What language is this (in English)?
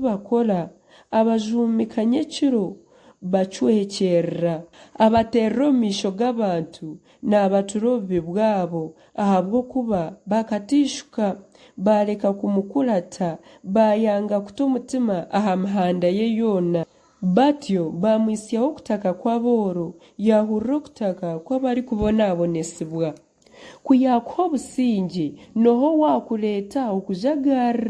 Nyankole